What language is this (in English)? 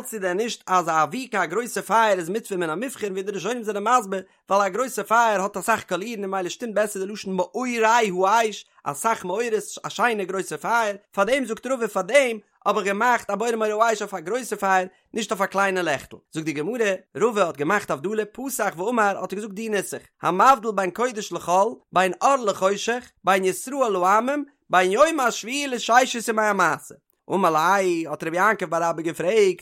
Yiddish